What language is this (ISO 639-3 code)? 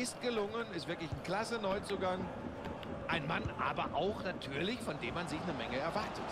deu